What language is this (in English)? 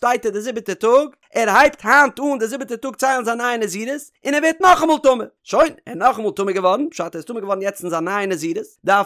Yiddish